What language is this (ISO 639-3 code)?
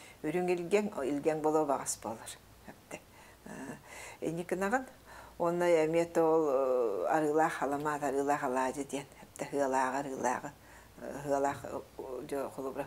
sah